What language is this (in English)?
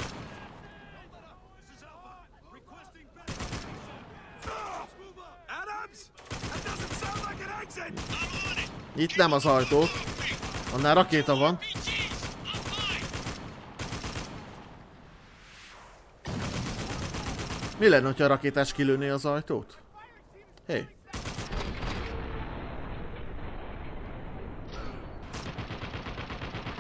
Hungarian